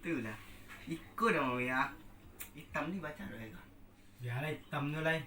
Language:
Minangkabau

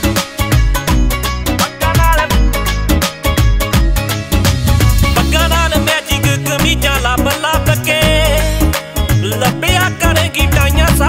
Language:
Punjabi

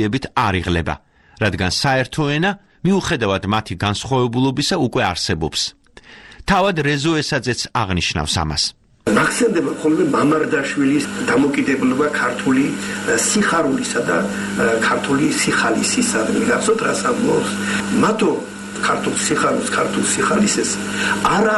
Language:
Georgian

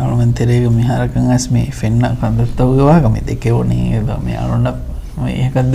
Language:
Divehi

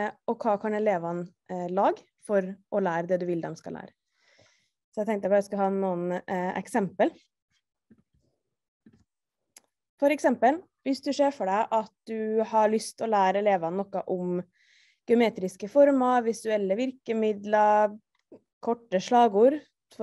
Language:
Norwegian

